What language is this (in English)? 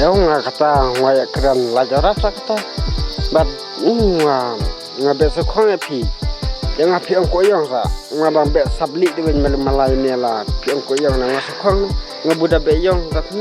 Khasi